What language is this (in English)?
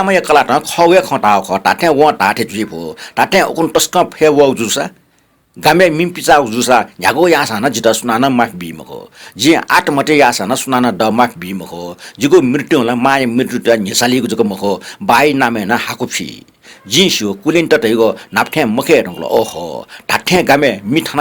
Newari